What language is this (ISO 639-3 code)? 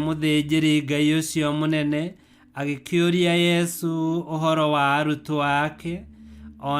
kik